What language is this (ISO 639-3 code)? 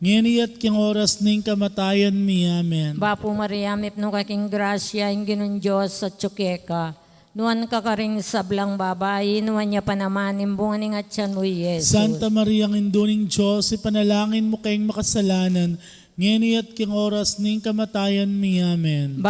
pam